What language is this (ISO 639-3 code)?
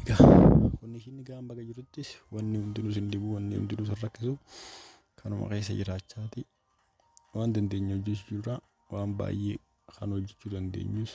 orm